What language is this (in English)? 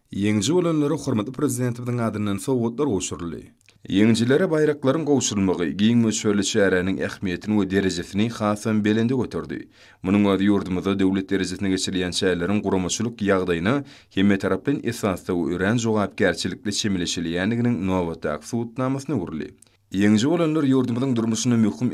Turkmen